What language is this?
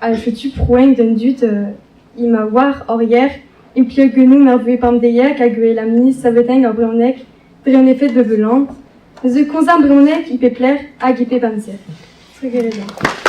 Breton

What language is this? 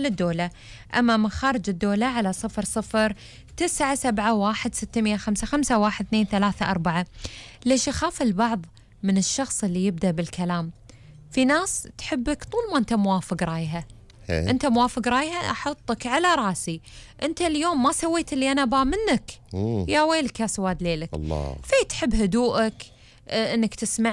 Gulf Arabic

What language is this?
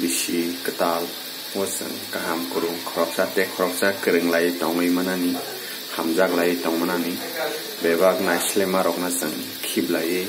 Kok Borok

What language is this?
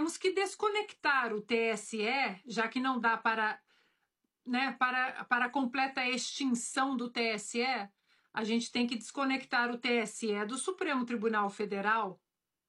Portuguese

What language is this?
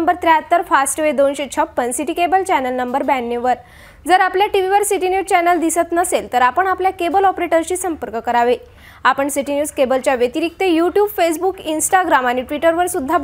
Marathi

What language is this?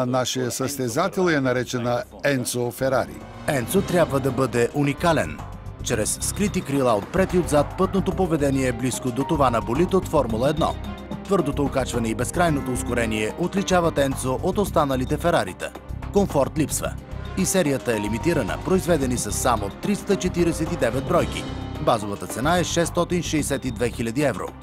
Bulgarian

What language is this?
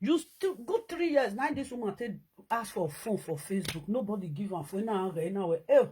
Nigerian Pidgin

